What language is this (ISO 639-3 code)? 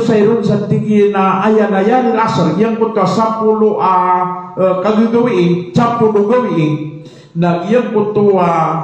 mrw